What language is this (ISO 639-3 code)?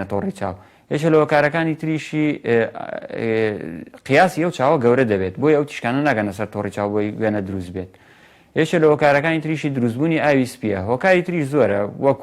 ckb